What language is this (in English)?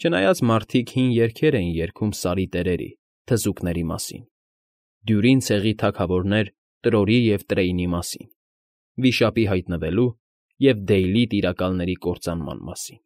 Armenian